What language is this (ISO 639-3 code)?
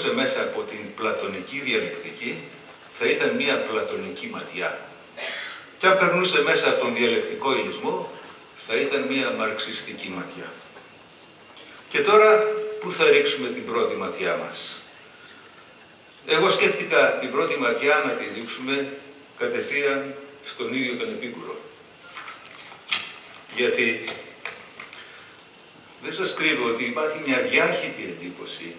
ell